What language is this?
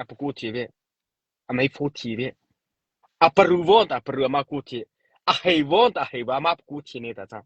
Mara Chin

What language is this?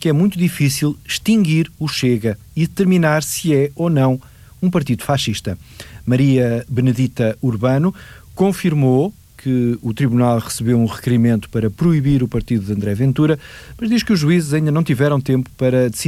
Portuguese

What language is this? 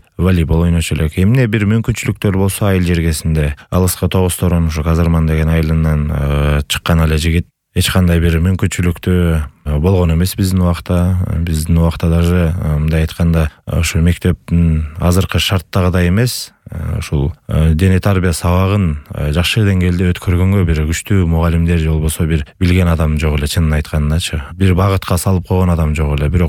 Kyrgyz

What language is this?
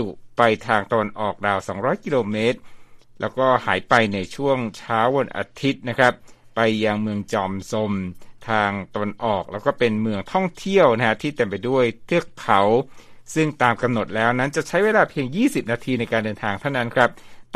Thai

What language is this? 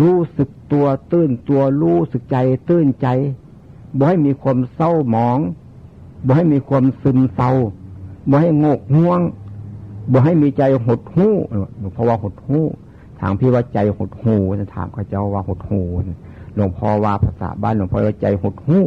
Northeastern Thai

